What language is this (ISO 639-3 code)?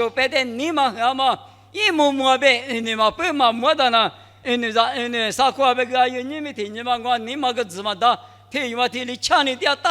lis